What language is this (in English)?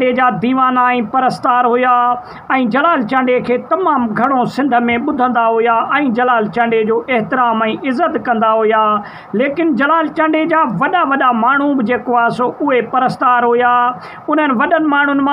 Sindhi